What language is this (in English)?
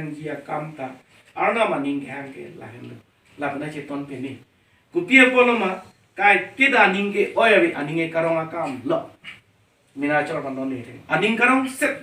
Karbi